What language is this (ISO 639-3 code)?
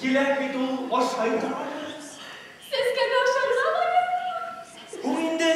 bak